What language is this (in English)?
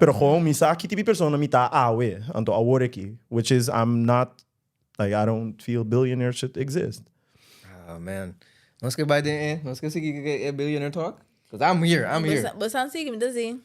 Papiamento